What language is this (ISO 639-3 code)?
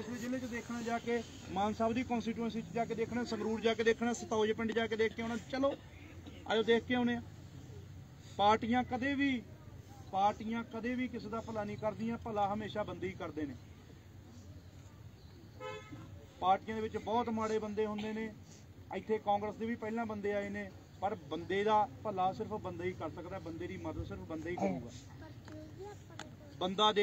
pan